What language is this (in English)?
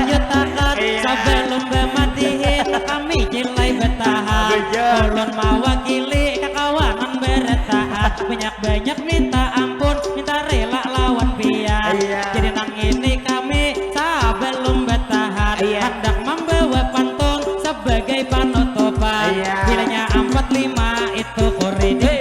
Banjar